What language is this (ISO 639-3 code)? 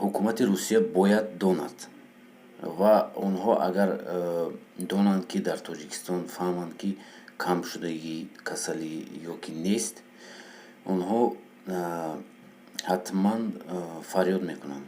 tgk